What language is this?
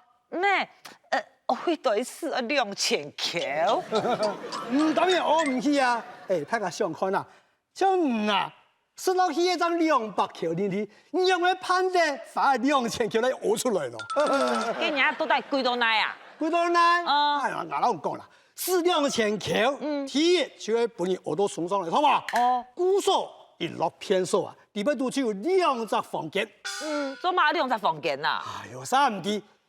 Hakka Chinese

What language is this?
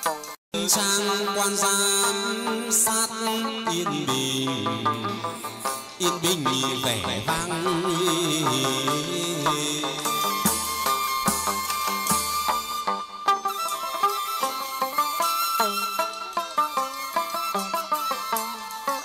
Vietnamese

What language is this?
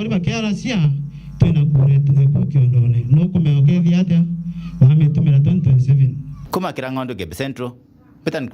Meru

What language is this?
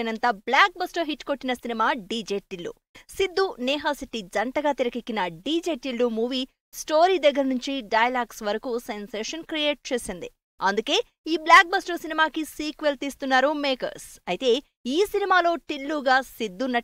Telugu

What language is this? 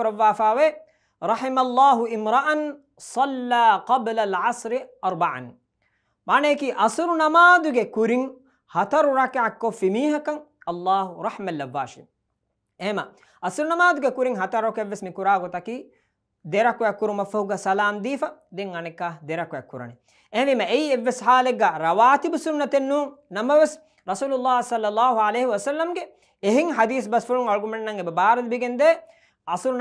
Divehi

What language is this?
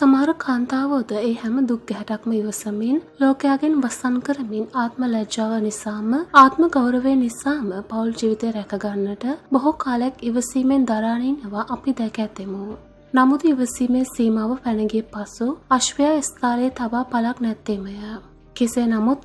Sinhala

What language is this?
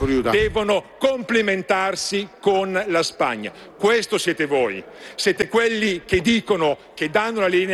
Italian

